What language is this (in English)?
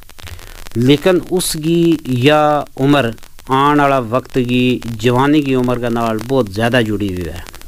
Gujari